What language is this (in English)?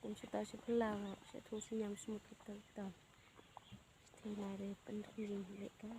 Khasi